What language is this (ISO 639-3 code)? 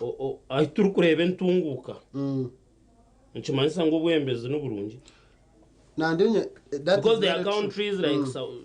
nyn